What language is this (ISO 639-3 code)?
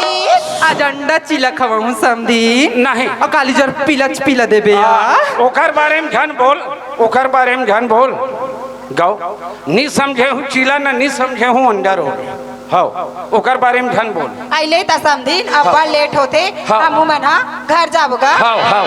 hne